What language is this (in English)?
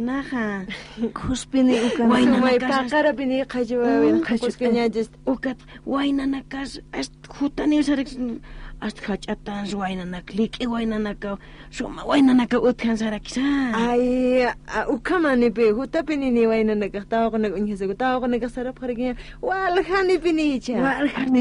Aymara